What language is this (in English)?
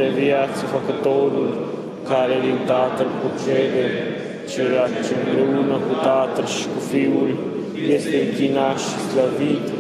Romanian